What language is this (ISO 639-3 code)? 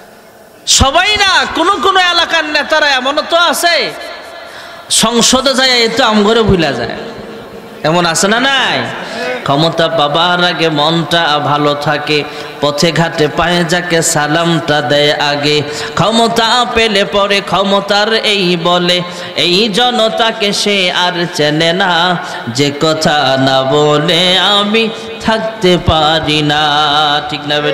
ben